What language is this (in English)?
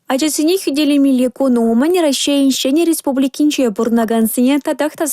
Chuvash